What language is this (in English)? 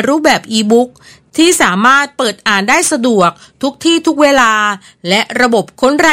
Thai